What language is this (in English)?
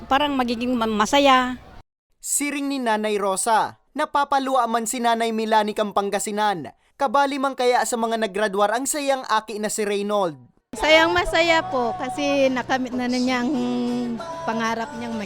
Bikol